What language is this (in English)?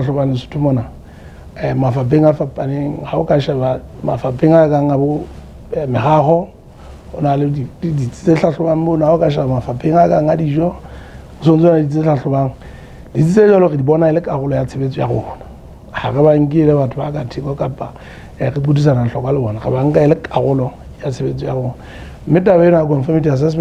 Southern Sotho